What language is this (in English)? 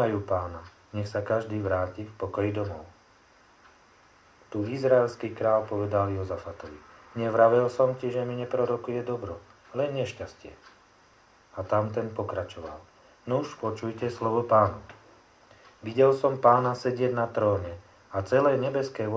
Slovak